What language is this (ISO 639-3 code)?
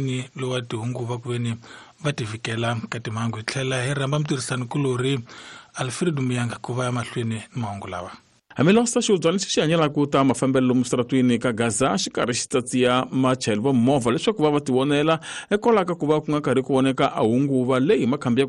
tso